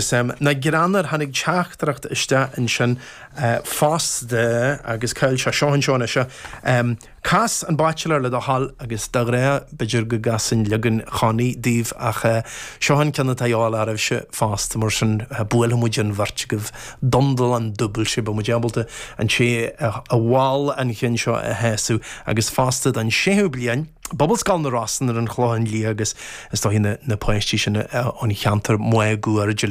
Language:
Irish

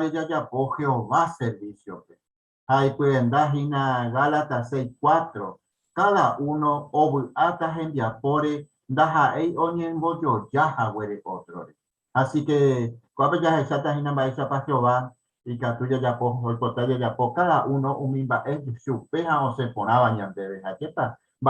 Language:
Guarani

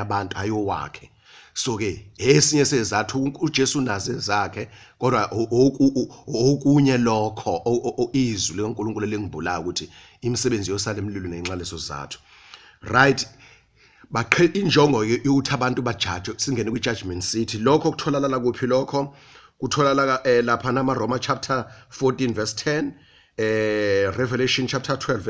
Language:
Zulu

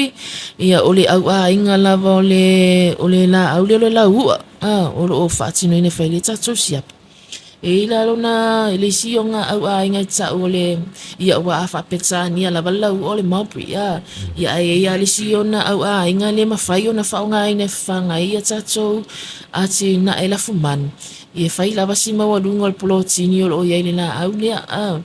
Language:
Samoan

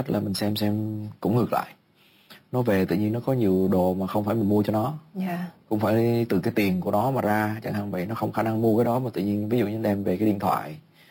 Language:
Vietnamese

